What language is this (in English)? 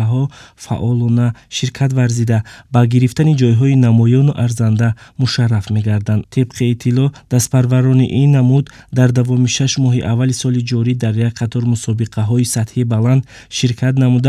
Tajik